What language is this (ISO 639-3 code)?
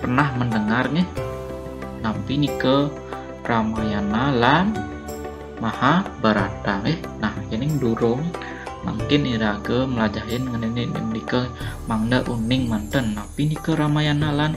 ban